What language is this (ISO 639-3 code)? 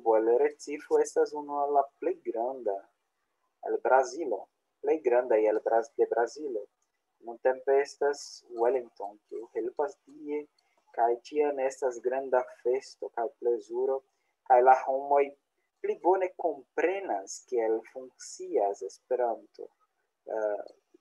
epo